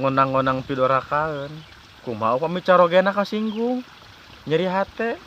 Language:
Sundanese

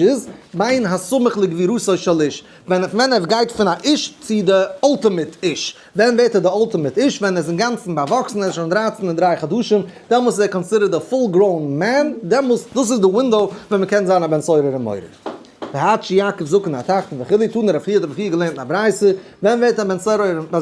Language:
Yiddish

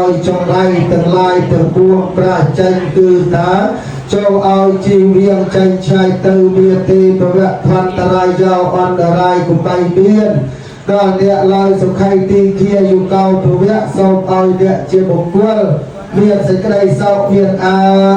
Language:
Khmer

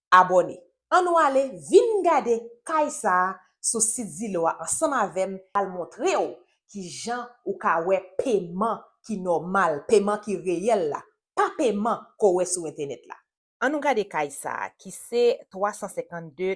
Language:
Haitian Creole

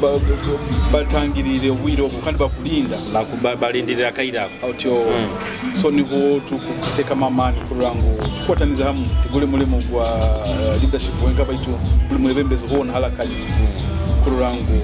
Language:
Nyoro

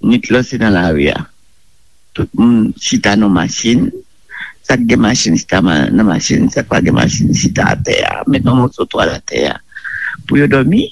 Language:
Haitian Creole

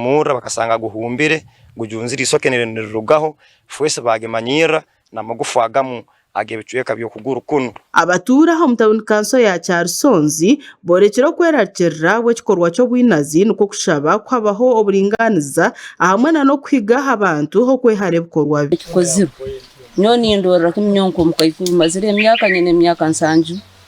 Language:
Nyankole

